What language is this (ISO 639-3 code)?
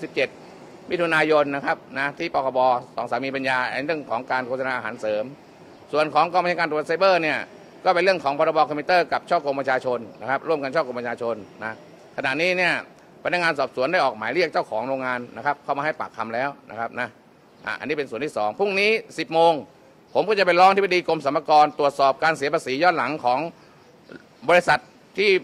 tha